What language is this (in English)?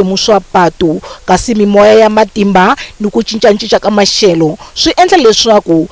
Tsonga